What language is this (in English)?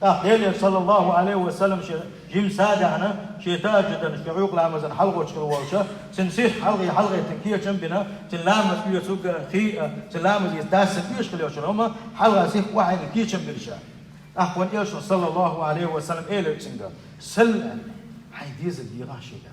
Chechen